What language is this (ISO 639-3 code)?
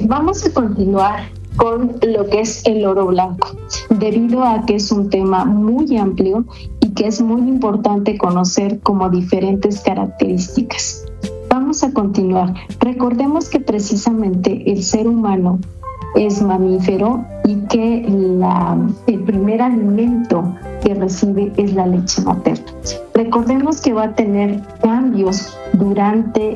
spa